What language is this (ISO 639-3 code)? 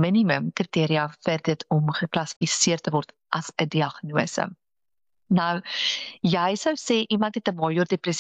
afr